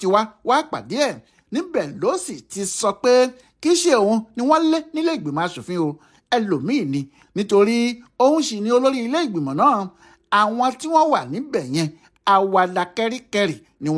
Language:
Yoruba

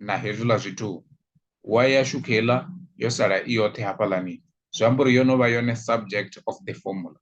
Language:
Venda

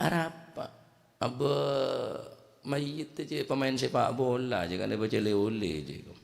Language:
Madurese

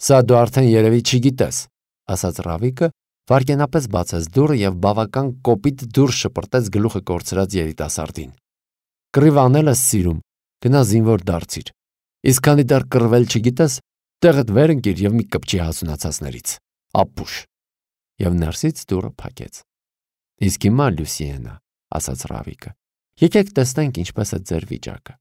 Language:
Armenian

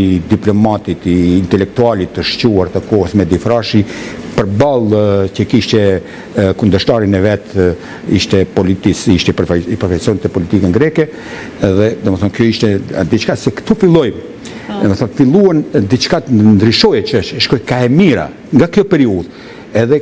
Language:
Albanian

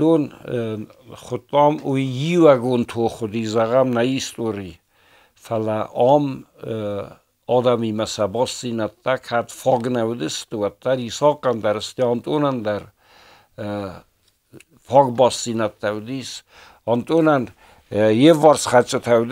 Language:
Ossetic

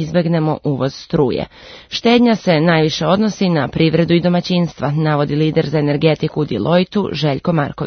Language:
Serbian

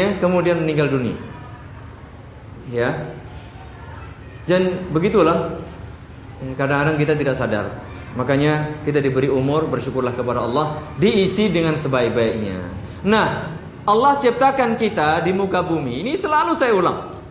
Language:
Indonesian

